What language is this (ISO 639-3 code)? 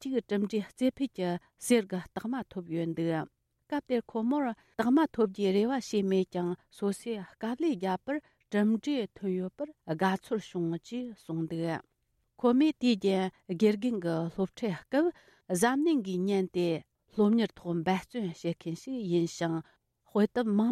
bod